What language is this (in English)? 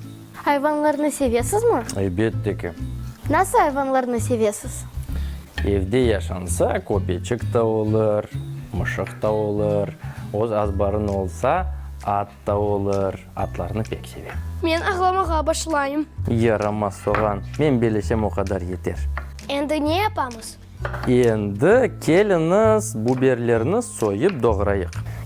Crimean Tatar